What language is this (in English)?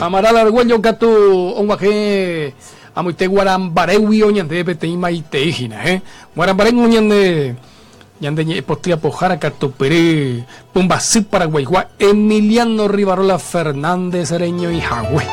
Guarani